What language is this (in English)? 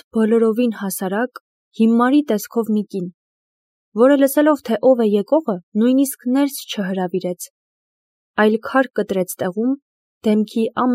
Armenian